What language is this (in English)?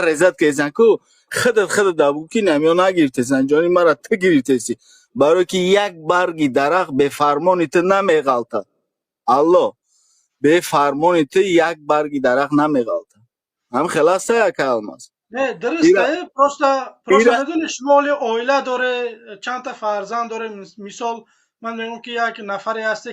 Tajik